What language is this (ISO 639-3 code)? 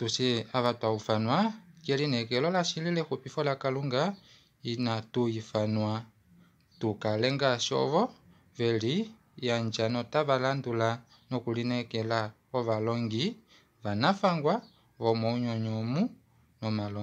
kua